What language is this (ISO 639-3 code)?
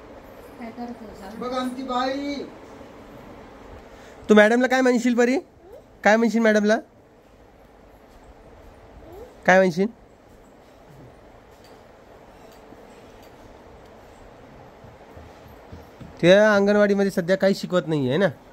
mar